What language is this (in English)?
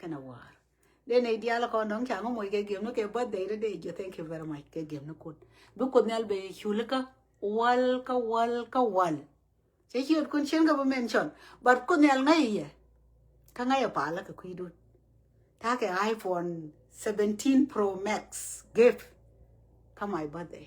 Nuer